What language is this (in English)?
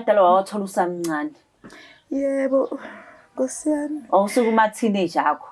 Zulu